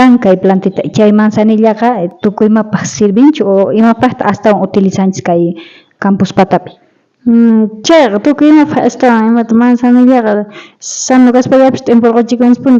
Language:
South Bolivian Quechua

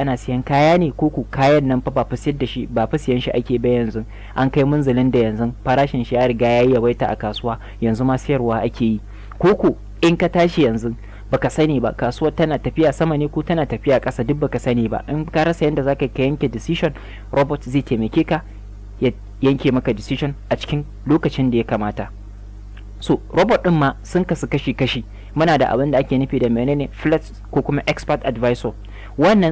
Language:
Hausa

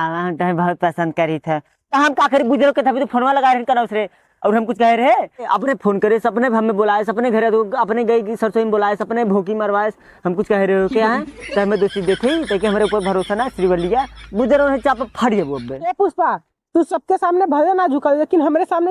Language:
Awadhi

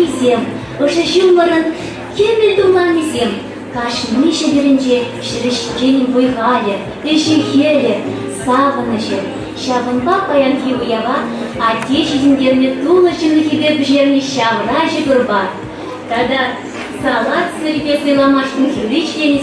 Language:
Chuvash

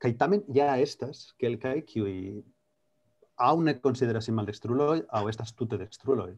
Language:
Esperanto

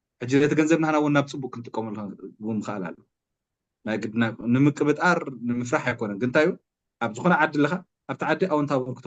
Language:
Tigrinya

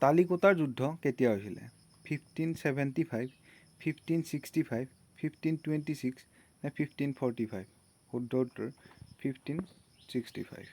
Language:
Assamese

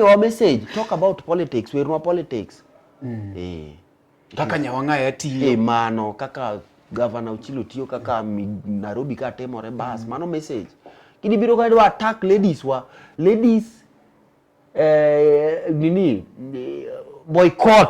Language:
Luo (Kenya and Tanzania)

